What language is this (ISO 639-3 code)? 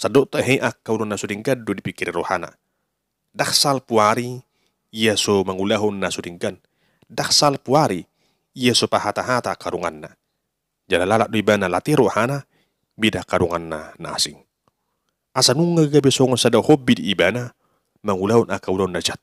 bbc